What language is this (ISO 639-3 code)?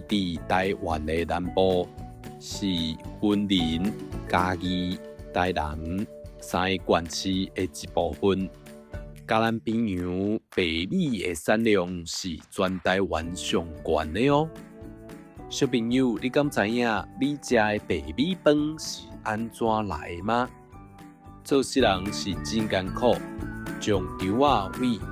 nan